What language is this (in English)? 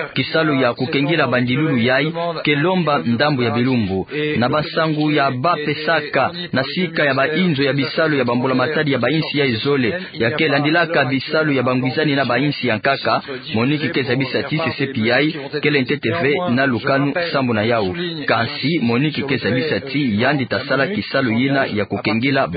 Kituba (Democratic Republic of Congo)